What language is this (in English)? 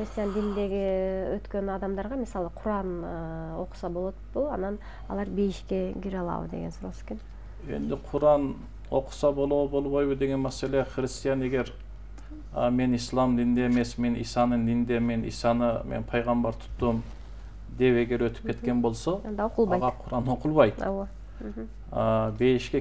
Kyrgyz